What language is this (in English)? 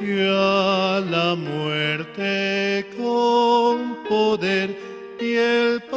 Aymara